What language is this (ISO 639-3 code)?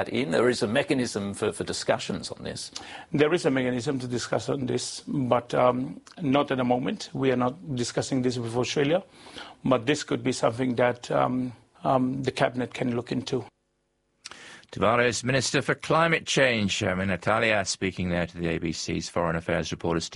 eng